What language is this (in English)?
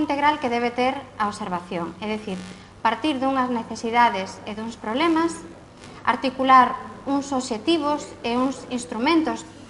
Galician